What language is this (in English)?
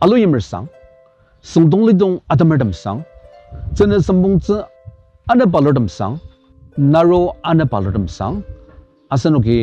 Ao Naga